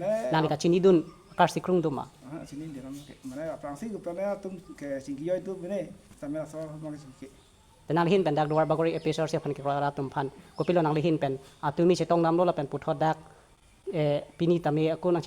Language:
Karbi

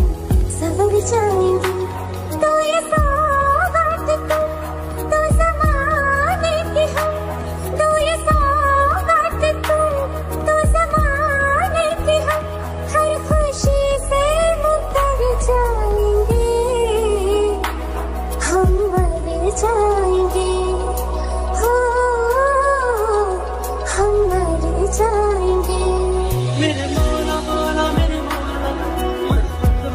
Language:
Hindi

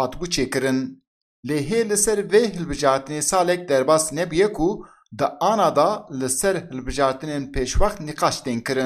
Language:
Kurdish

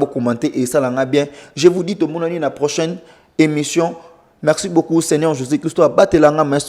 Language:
Lingala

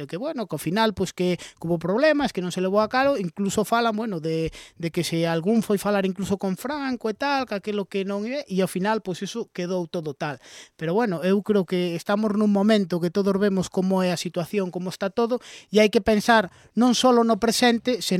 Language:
Galician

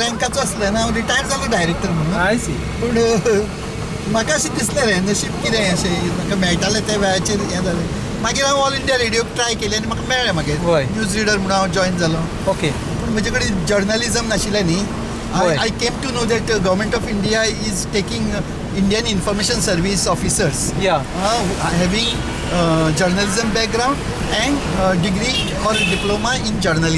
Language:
Konkani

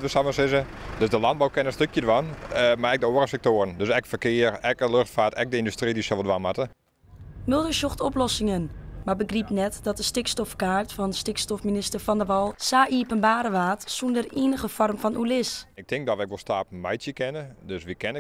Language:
Western Frisian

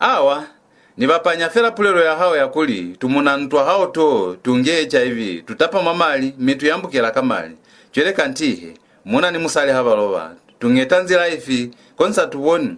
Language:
Lozi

